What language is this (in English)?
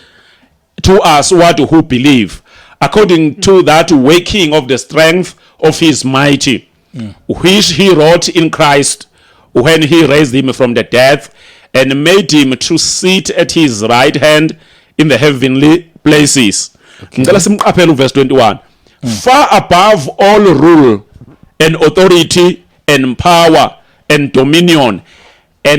Zulu